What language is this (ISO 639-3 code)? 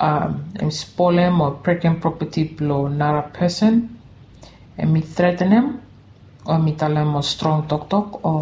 bis